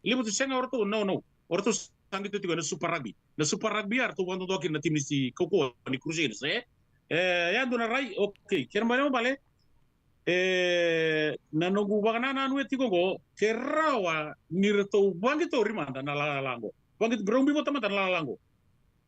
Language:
Fijian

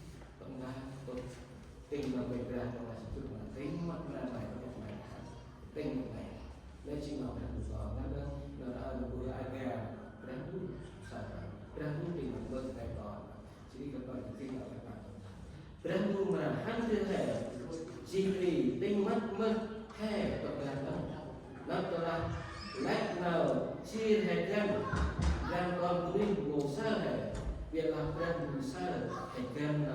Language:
Central Mnong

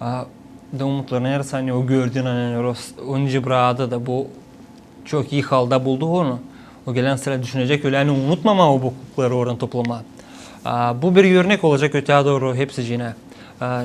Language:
Gagauz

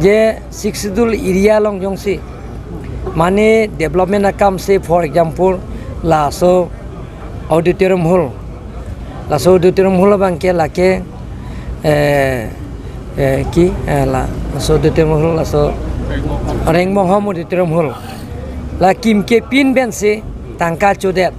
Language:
Karbi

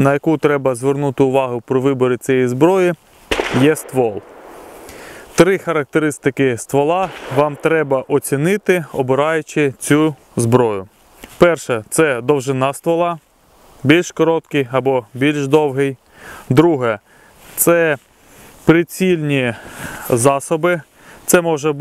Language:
Ukrainian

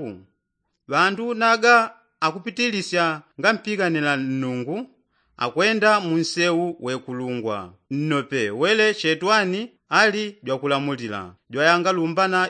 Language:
Yao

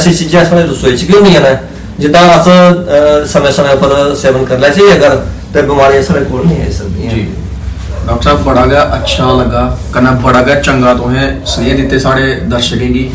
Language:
Dogri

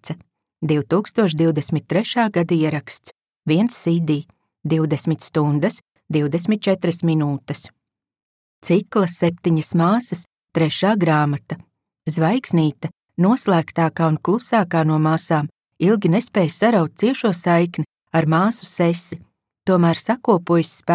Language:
Latvian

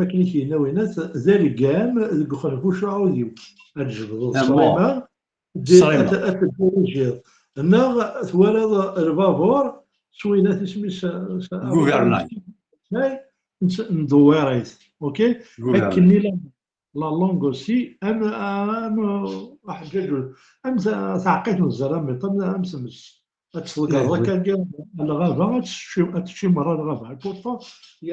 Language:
Kabyle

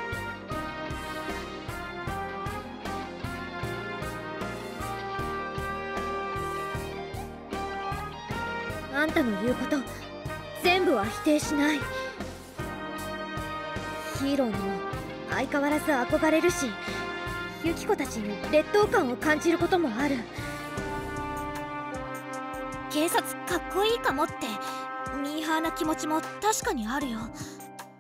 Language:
Japanese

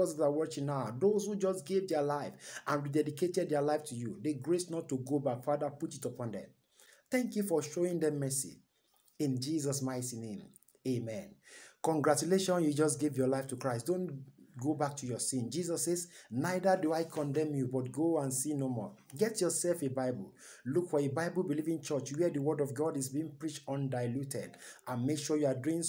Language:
English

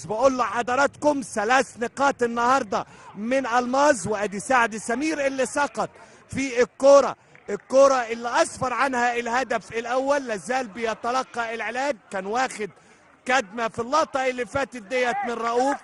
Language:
Egyptian Arabic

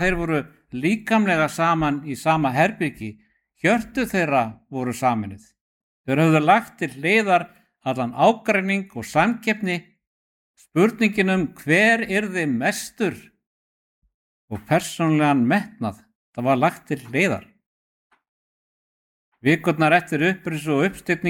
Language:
Icelandic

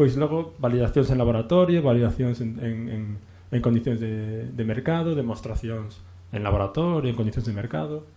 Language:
Galician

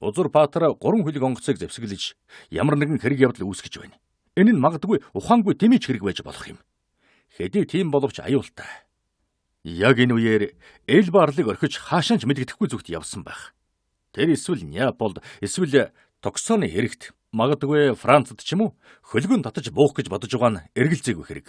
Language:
Mongolian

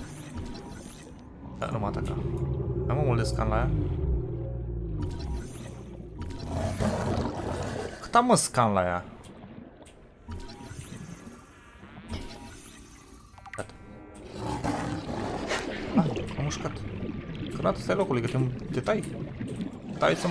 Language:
Romanian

